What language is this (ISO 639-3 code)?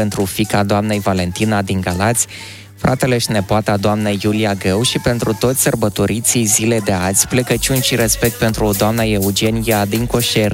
ron